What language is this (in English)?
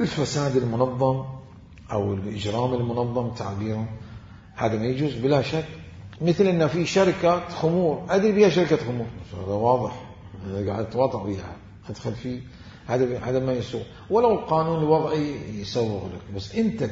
Mesopotamian Arabic